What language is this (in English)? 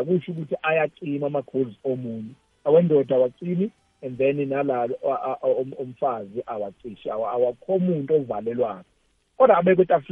South Ndebele